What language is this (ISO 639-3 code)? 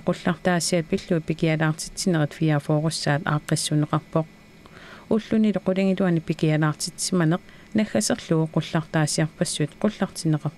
kal